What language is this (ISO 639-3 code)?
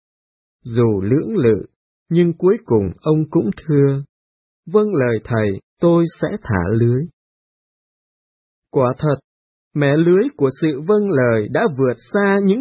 vie